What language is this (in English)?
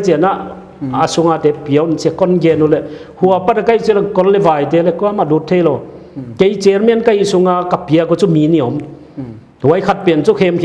Paite Chin